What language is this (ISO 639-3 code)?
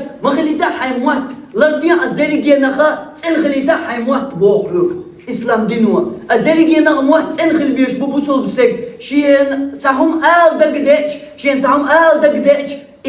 che